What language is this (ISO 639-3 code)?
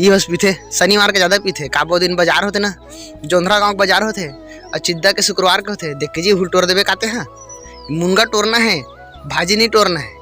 hne